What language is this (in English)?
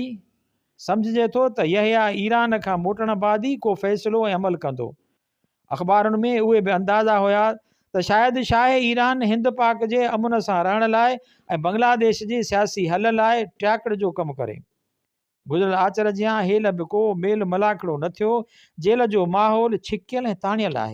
Sindhi